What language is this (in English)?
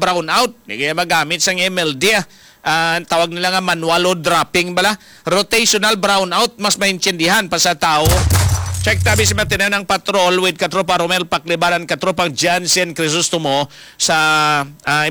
Hiligaynon